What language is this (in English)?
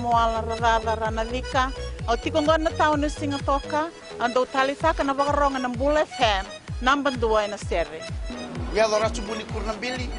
Fijian